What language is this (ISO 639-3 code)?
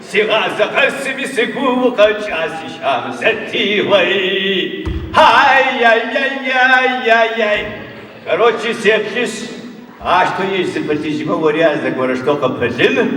ady